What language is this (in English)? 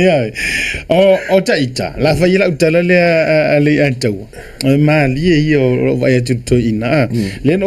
Samoan